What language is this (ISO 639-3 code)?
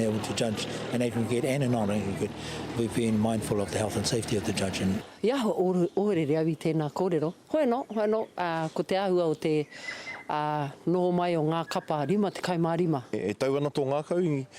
mri